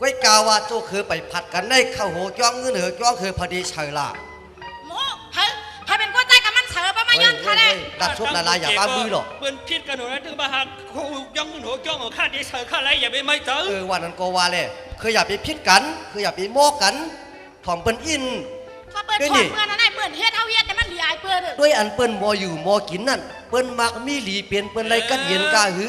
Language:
Shan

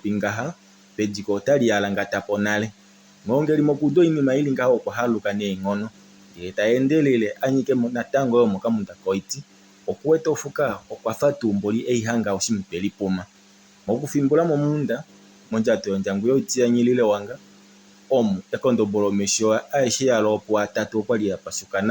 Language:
Kuanyama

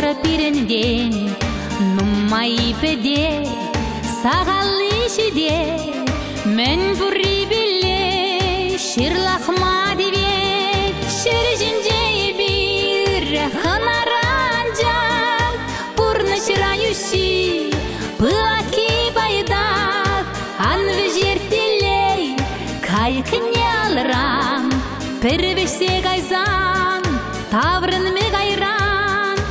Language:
Chuvash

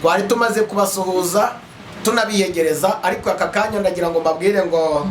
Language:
Kinyarwanda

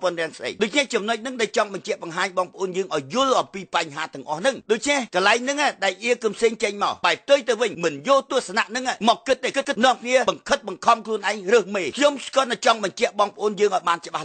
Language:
Khmer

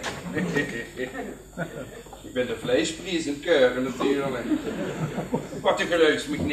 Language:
Dutch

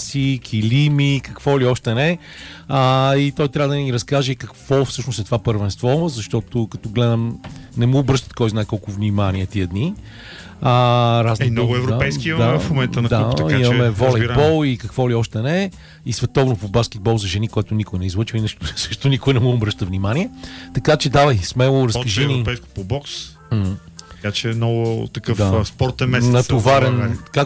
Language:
Bulgarian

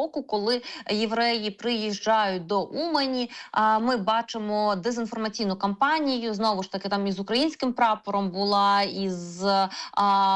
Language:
Ukrainian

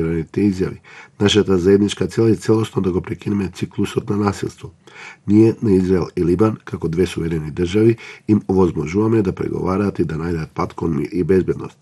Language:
Macedonian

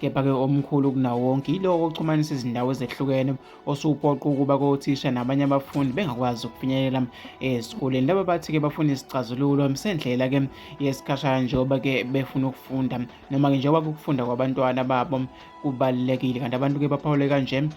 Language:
Zulu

